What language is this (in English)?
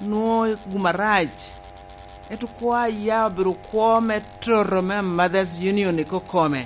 Lango (Uganda)